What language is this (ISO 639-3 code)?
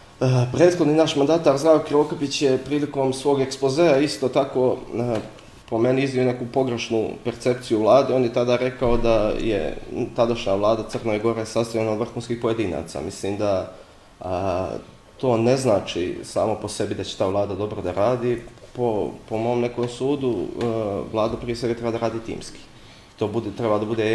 bos